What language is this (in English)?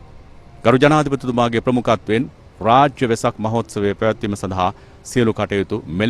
Sinhala